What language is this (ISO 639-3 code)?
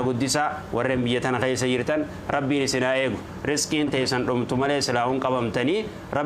orm